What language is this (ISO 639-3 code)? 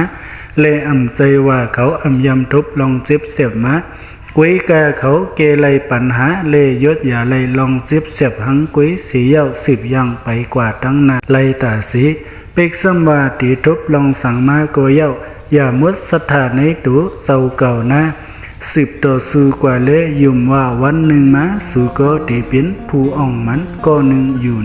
shn